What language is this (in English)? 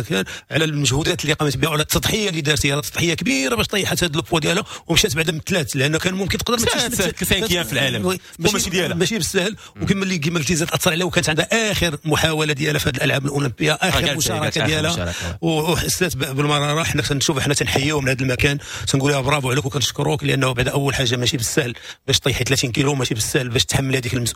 Moroccan Arabic